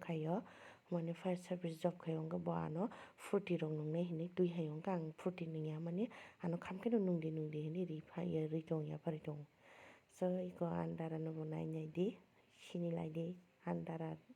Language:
Kok Borok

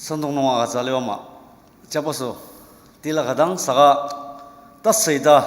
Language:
Ao Naga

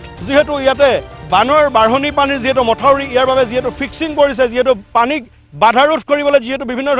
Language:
Assamese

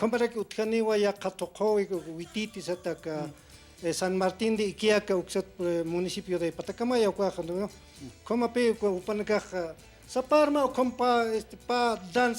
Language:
Aymara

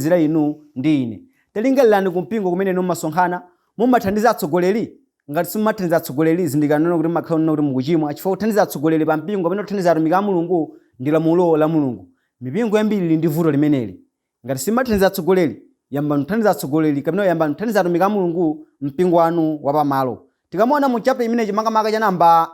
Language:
Nyanja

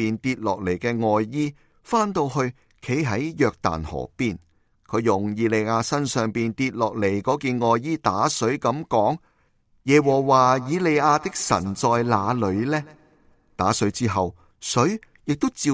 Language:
Cantonese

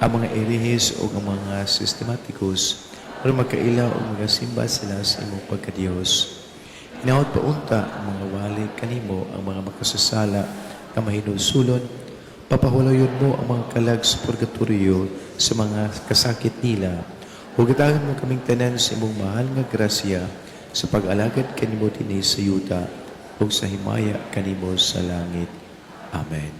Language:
Cebuano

